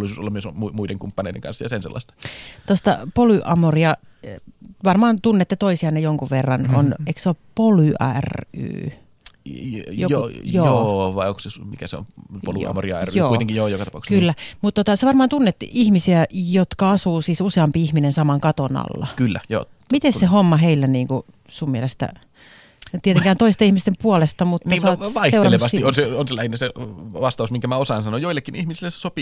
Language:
Finnish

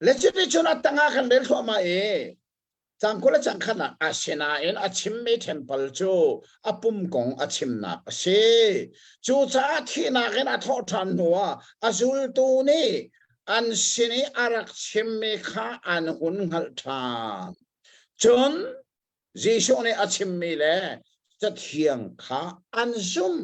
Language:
Hakha Chin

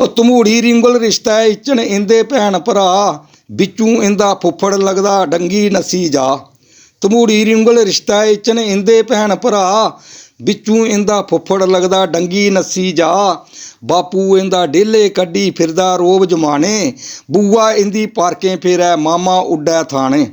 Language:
Dogri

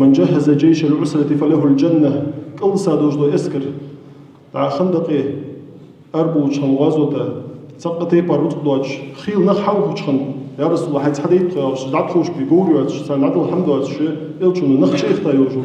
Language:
Ingush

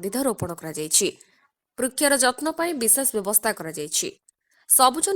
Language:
Odia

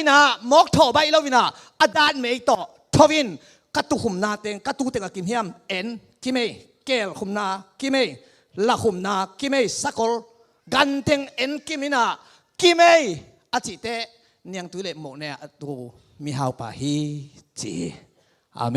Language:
Tedim Chin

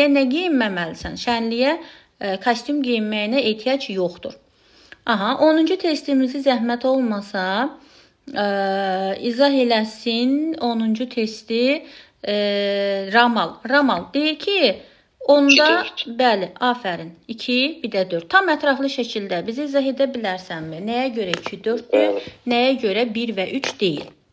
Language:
Azerbaijani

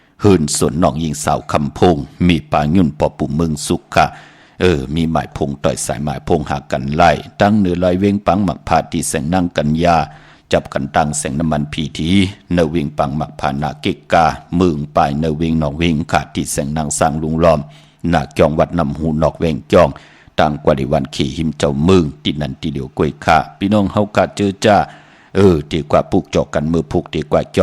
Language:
Shan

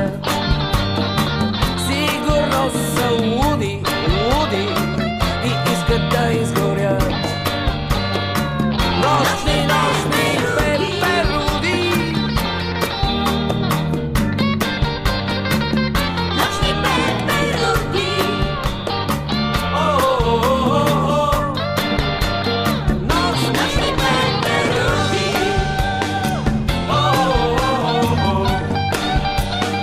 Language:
Bulgarian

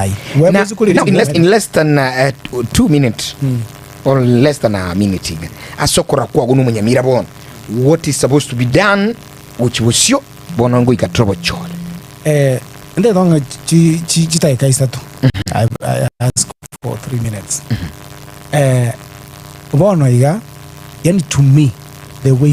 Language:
Gusii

